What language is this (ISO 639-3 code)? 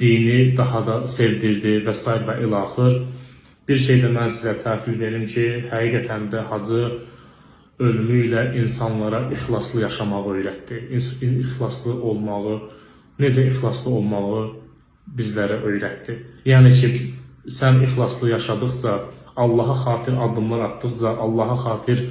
aze